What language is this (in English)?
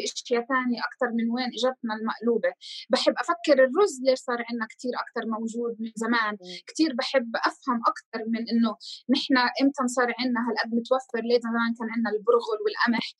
North Levantine Arabic